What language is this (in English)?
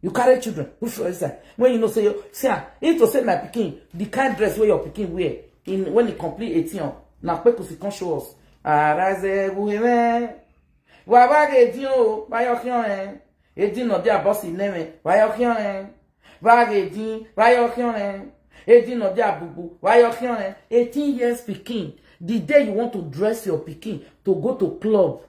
Nigerian Pidgin